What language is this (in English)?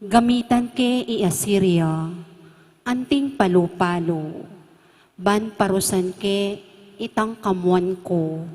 Pampanga